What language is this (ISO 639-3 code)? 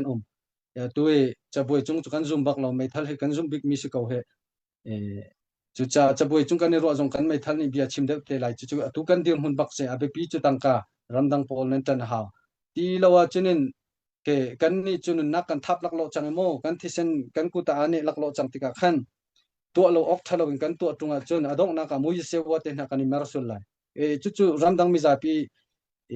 cnh